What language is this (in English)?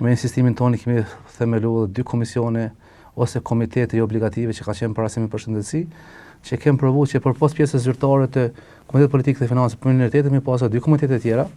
Albanian